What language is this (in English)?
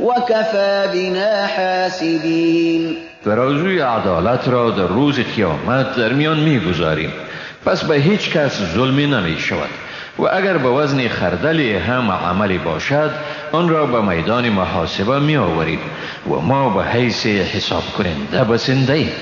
Persian